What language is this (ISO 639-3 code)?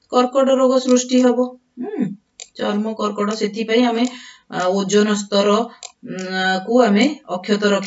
ori